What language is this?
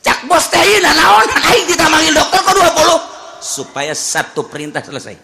Sundanese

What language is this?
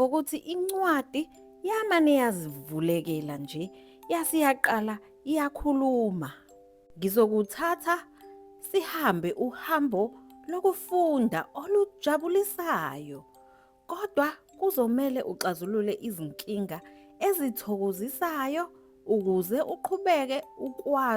Zulu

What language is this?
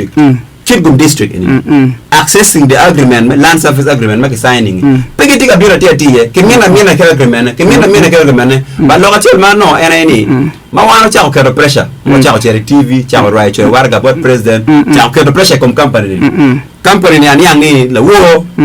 Acoli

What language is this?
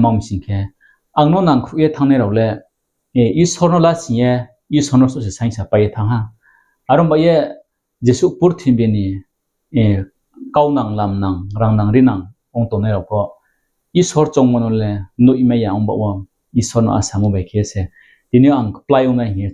Riang (India)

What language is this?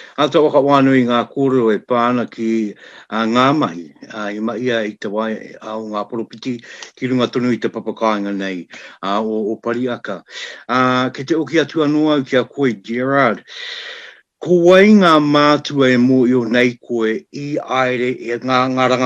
Māori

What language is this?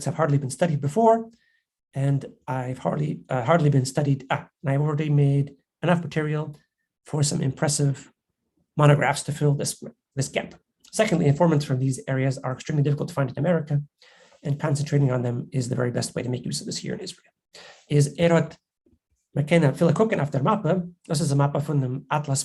Yiddish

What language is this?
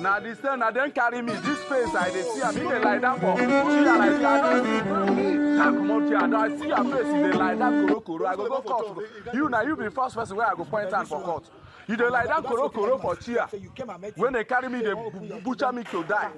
Nigerian Pidgin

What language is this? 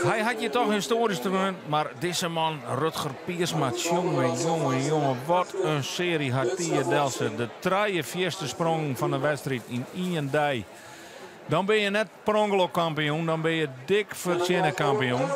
Western Frisian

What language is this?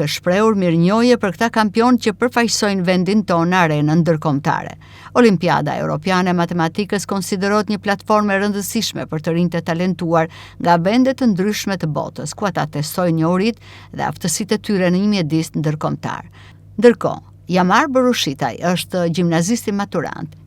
Albanian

